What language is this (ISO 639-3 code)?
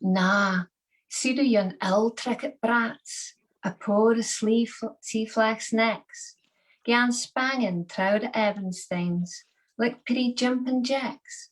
sco